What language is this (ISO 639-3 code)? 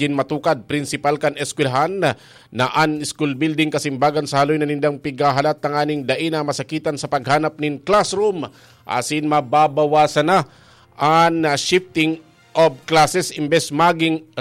bik